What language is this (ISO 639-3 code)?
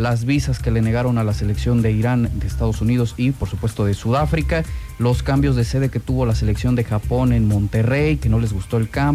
spa